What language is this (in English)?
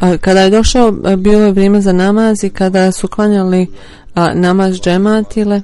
Bosnian